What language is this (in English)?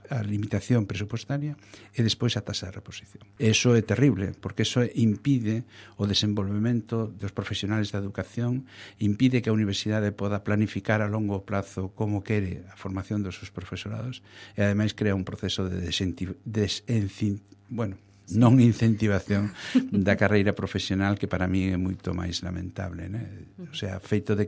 Galician